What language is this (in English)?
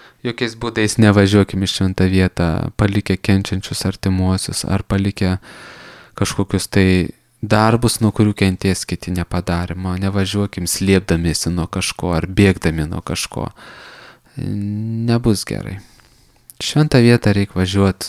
Lithuanian